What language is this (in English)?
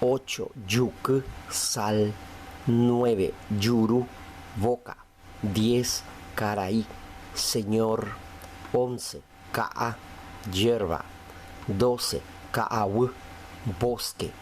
Guarani